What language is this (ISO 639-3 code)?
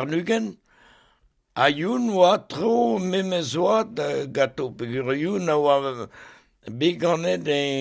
bre